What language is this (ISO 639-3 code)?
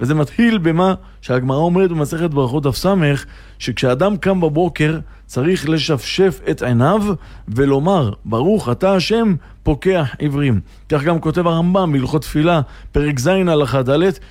heb